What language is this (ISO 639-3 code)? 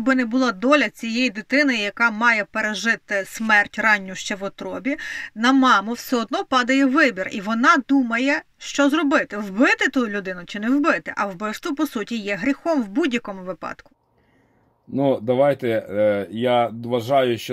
ukr